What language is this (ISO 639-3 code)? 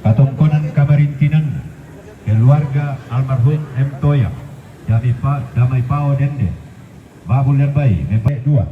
sda